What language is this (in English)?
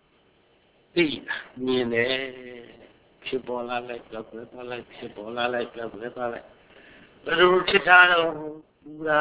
Burmese